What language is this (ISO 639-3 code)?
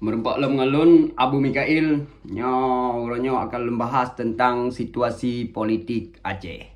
ace